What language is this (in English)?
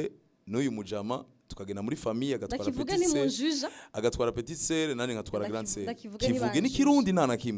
Rundi